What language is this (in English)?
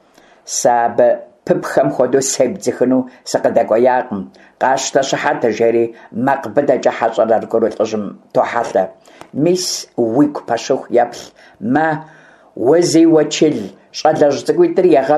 Kabardian